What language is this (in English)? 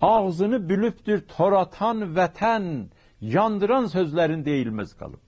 South Azerbaijani